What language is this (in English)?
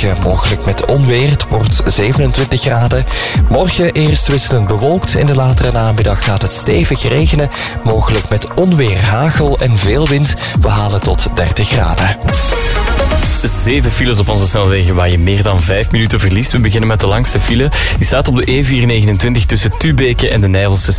Dutch